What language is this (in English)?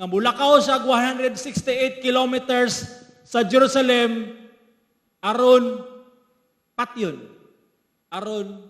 Cebuano